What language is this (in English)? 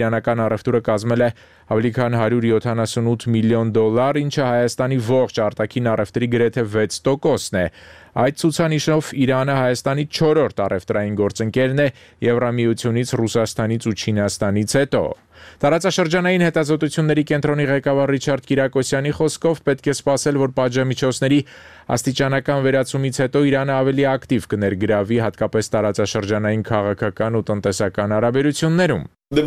Armenian